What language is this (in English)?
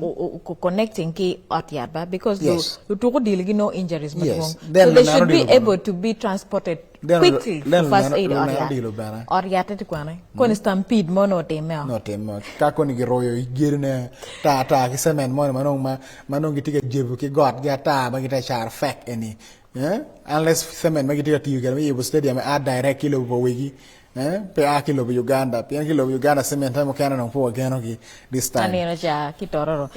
Acoli